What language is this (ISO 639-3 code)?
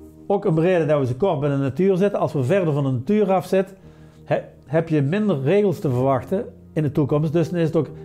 nld